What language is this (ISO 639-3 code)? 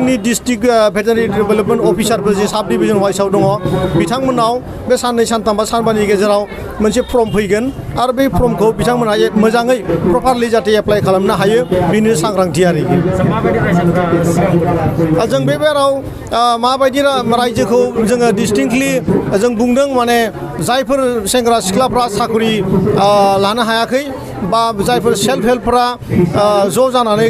brx